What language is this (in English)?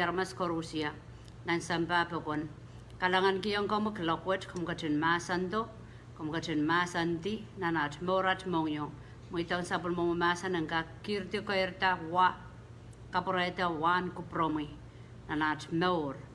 Pohnpeian